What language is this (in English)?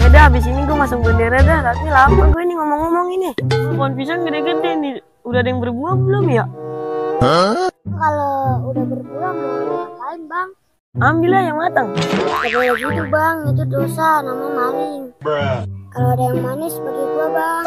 Betawi